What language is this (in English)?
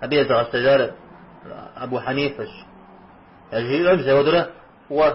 Kabardian